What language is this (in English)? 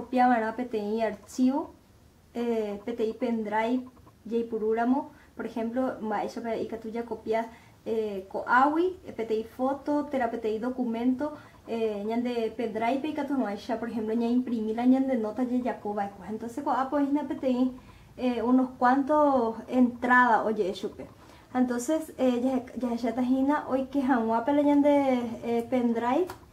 Guarani